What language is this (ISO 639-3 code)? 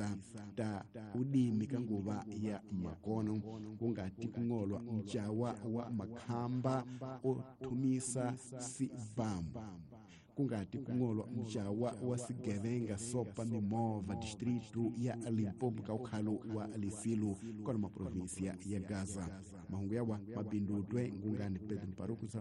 tso